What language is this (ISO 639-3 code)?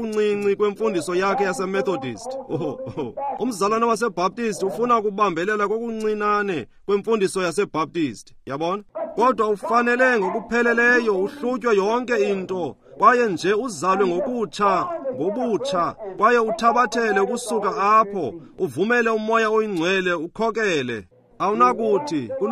xho